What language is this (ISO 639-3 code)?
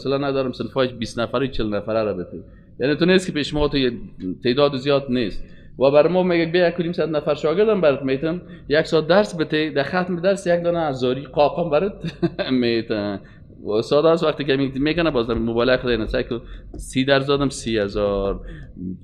fas